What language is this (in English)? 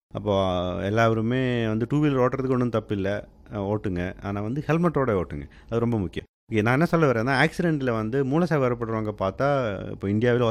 Tamil